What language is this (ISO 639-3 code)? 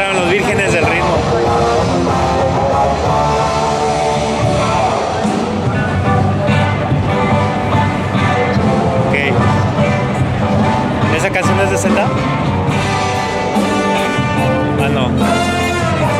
spa